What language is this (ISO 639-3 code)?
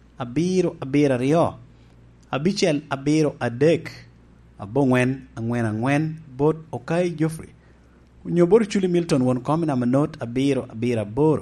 laj